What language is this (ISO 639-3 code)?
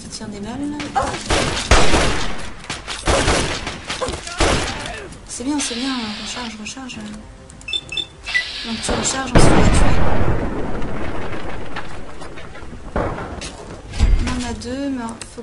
fra